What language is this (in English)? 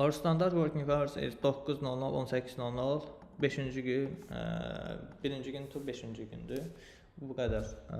Azerbaijani